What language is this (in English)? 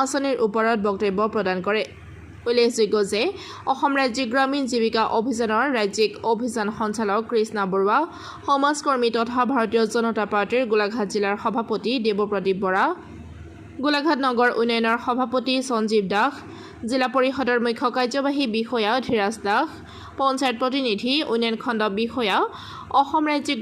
Assamese